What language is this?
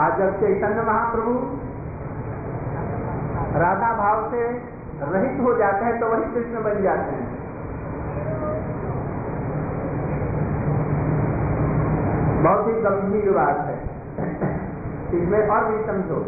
Hindi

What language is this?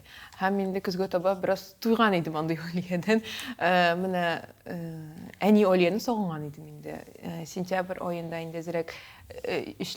Tatar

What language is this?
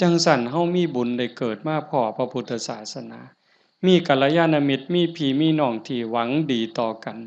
Lao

